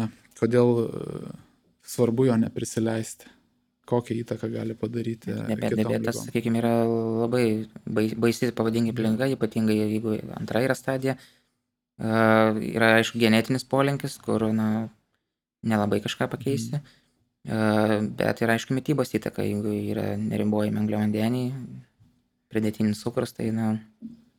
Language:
Lithuanian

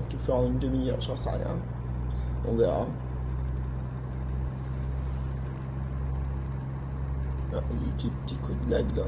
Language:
French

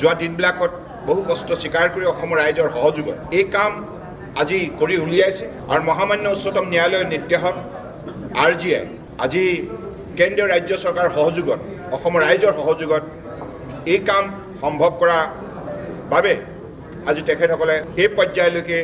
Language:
Assamese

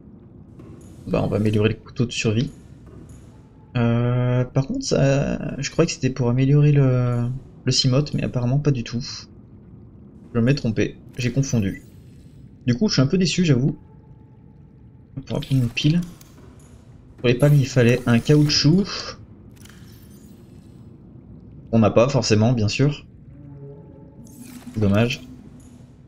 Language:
French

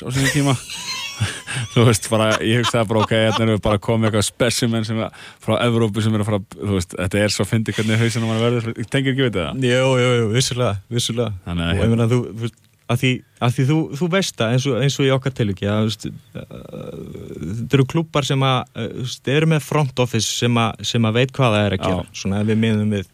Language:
Icelandic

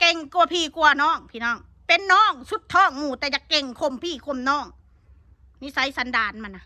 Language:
Northeastern Thai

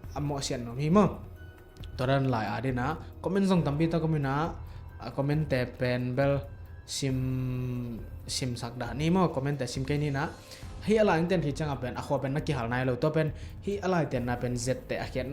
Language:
Tedim Chin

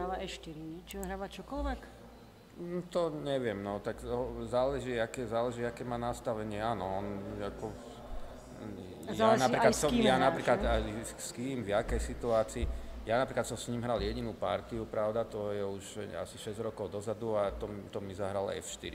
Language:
Slovak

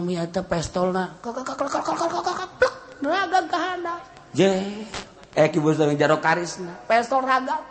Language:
Sundanese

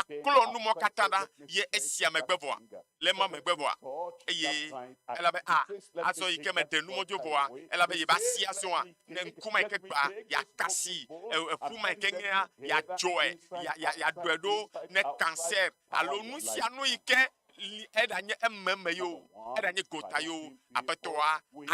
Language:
Ewe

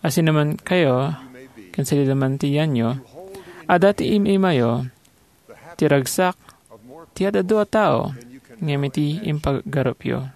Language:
Iloko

